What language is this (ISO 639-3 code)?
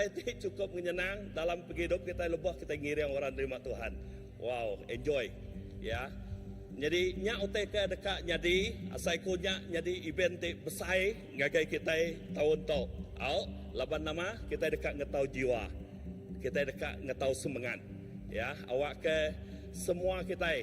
iba